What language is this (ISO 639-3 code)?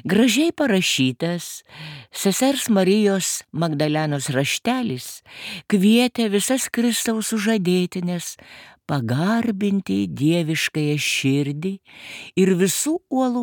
lit